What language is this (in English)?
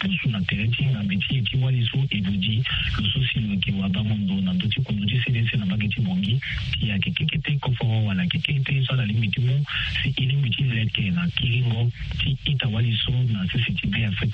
Sango